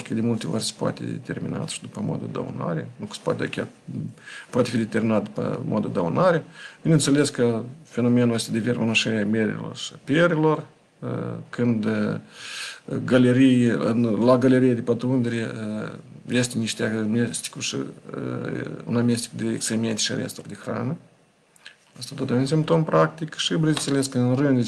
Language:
Romanian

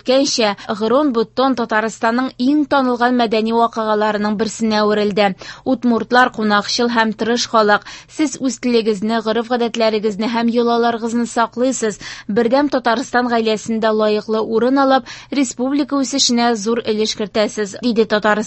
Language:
Tatar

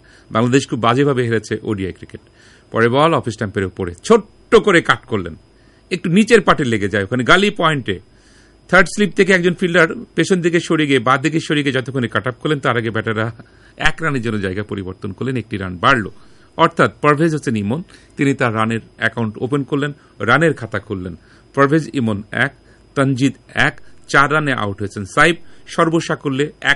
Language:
Bangla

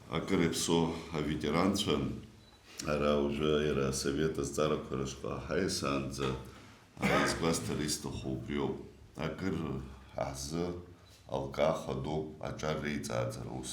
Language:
Abkhazian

